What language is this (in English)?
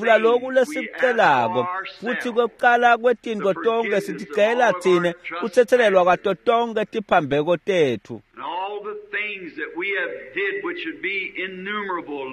Swati